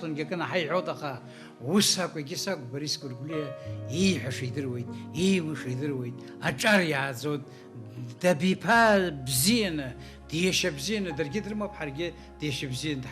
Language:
Abkhazian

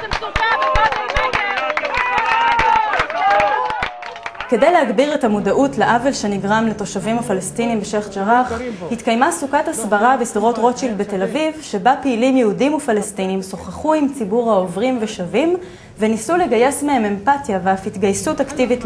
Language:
Hebrew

